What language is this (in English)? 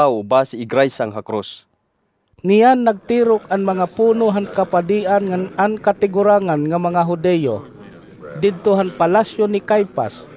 Waray